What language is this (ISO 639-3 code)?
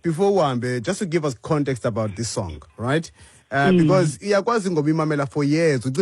xho